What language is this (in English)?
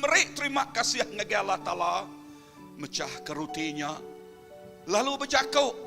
Iban